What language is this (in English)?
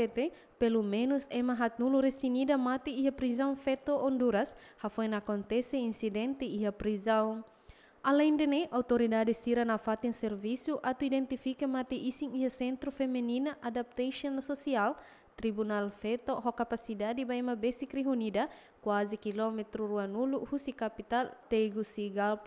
Tetum